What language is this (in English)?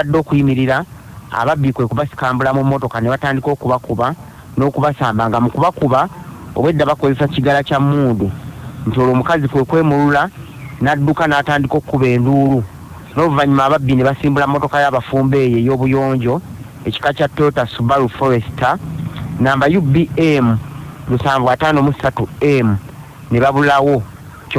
Ganda